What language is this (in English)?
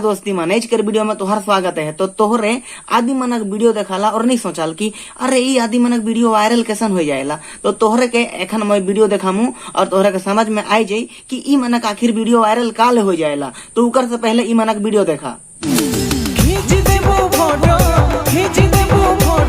Sadri